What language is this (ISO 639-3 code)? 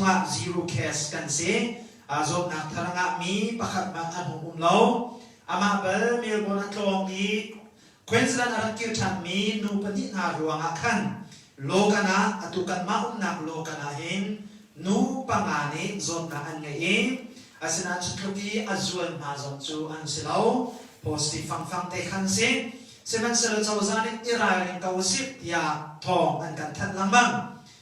cnh